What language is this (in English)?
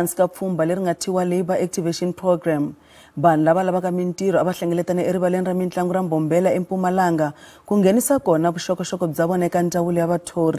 Tsonga